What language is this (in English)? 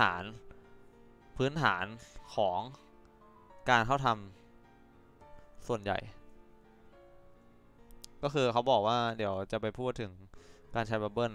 Thai